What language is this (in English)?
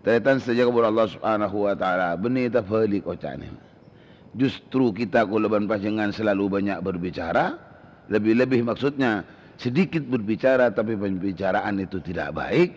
Madurese